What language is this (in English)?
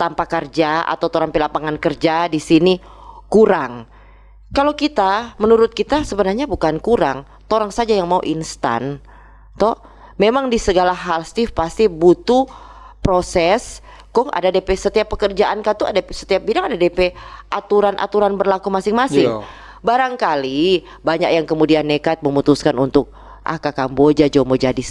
Manado Malay